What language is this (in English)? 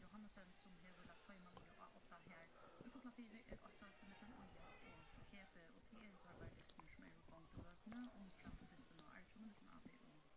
Faroese